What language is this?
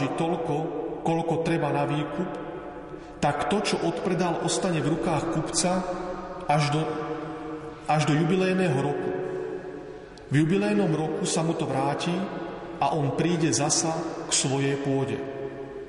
Slovak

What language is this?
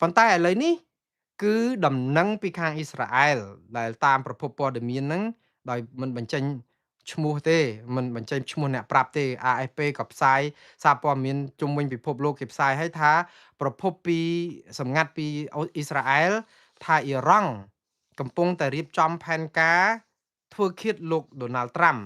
Khmer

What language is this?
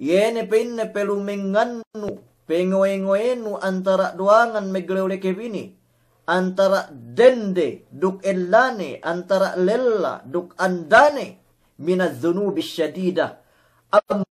Yakan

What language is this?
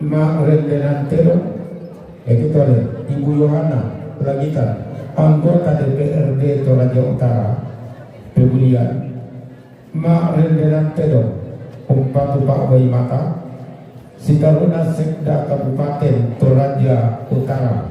Toraja-Sa'dan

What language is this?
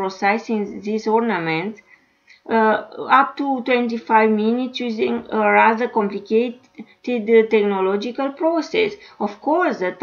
English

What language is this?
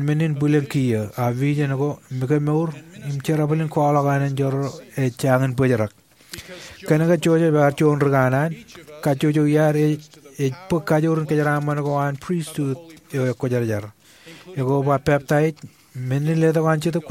Marshallese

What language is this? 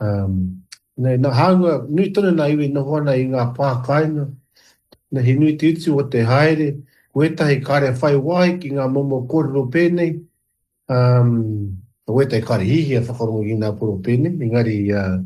Māori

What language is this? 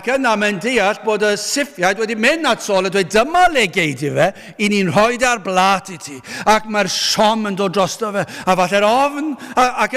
Welsh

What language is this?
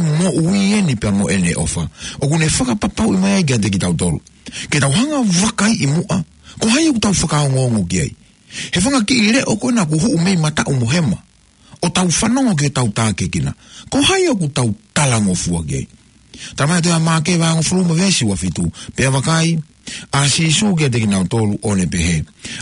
Tongan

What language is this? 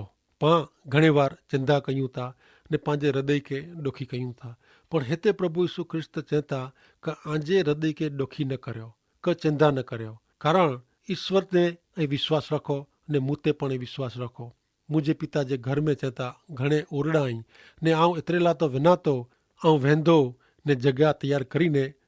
Kachhi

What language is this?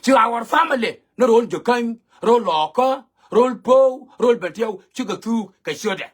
Nuer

